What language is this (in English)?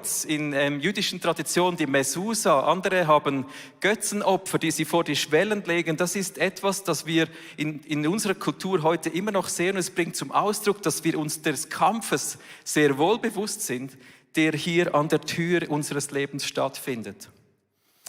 Swiss German